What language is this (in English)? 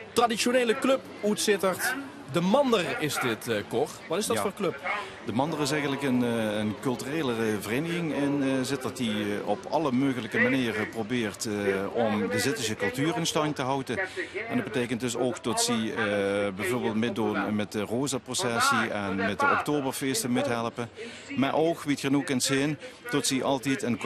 Limburgish